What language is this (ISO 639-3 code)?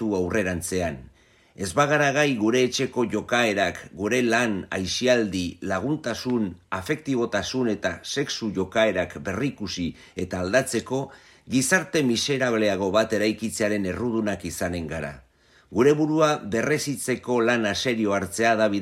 eus